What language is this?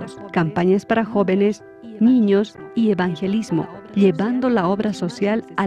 South Bolivian Quechua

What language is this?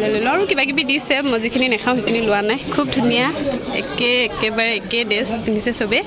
Assamese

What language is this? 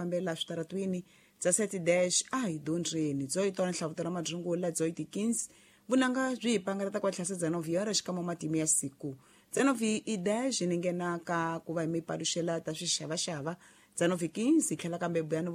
Tsonga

